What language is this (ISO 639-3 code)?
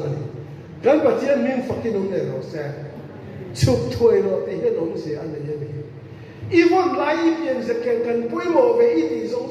lus